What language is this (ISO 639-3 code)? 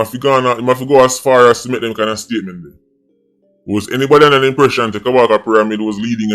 jam